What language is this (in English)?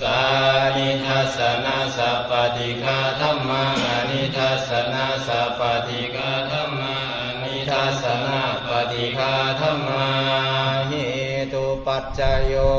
Pali